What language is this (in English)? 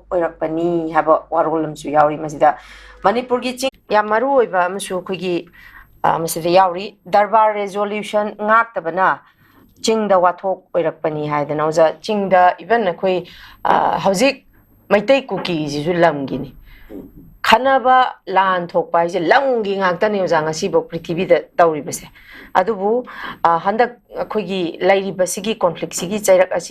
Manipuri